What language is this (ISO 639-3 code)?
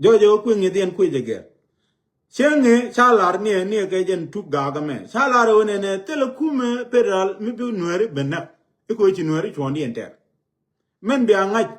nus